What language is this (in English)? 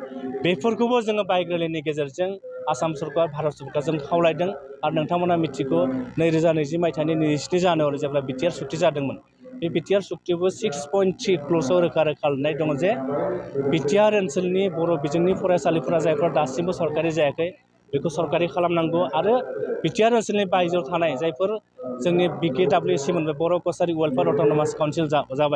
Bodo